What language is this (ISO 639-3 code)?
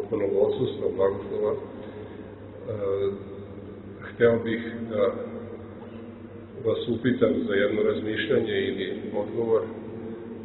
srp